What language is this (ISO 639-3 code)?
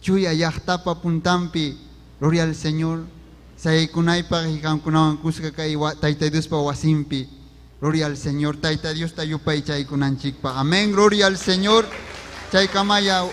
quy